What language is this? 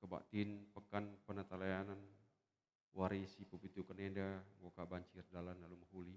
Batak Karo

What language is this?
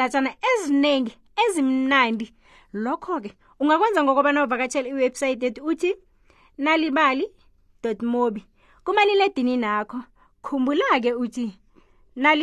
South Ndebele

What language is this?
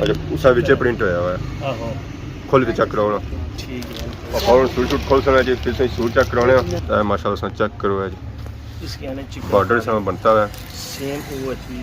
Pahari-Potwari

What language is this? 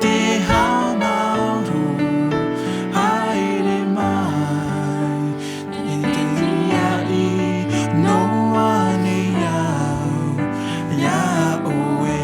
Tahitian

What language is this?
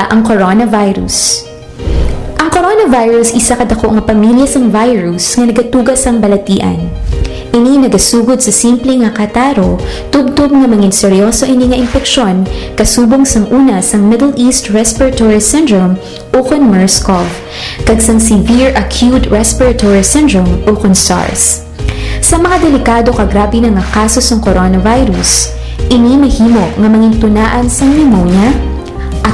Hiligaynon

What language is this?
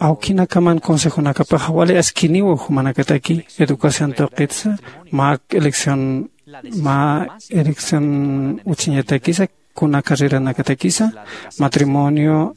Aymara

